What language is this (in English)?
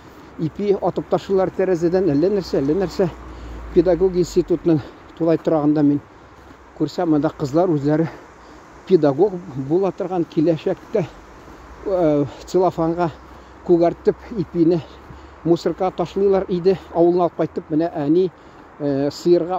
Tatar